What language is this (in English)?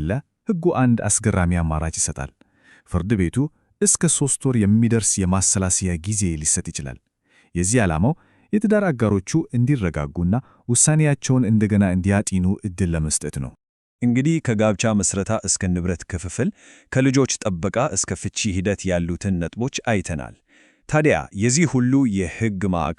Amharic